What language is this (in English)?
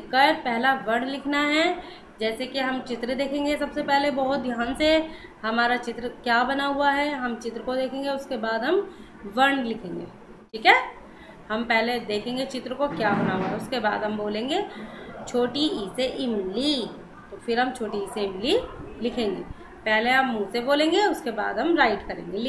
Hindi